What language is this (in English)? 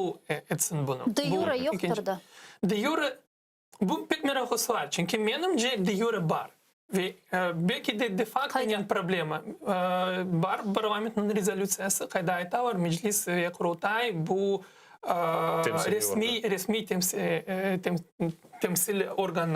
Crimean Tatar